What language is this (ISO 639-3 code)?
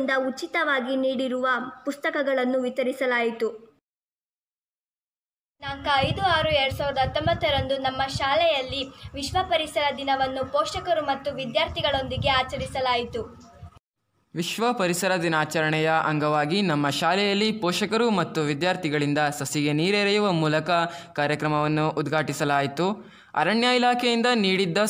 kan